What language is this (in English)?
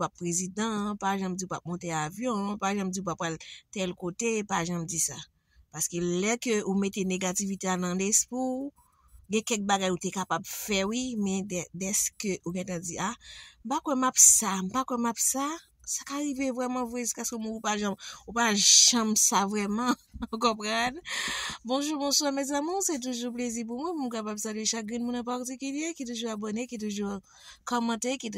Haitian Creole